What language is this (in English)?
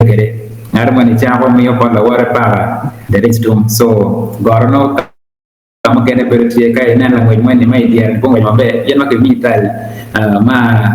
Acoli